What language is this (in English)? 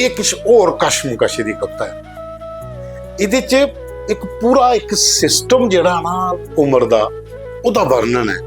Dogri